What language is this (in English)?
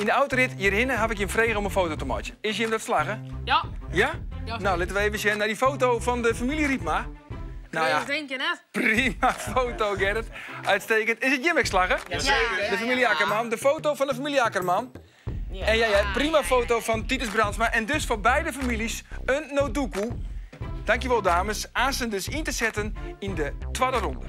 Western Frisian